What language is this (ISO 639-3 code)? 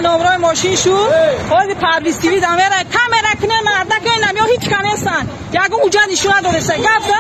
tgk